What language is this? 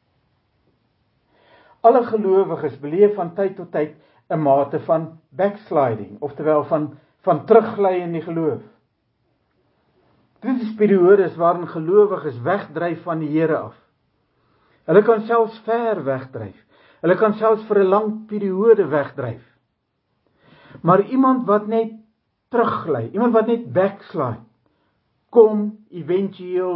Afrikaans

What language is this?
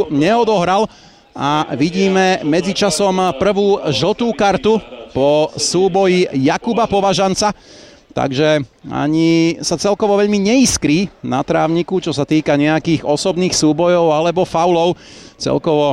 Slovak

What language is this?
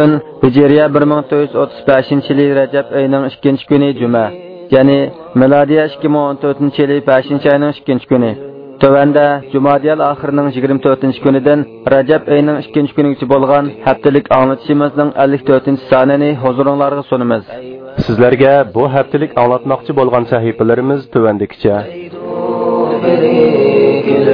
Uyghur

